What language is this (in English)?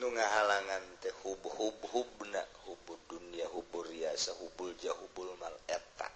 Sundanese